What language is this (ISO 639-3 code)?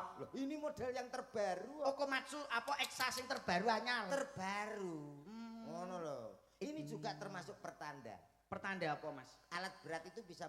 jav